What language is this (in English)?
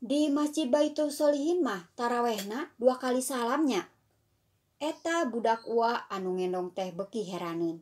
Sundanese